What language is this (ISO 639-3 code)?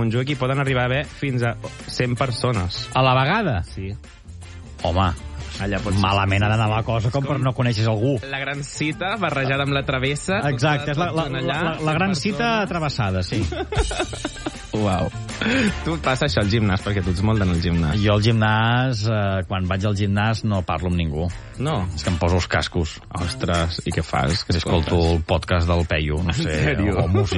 cat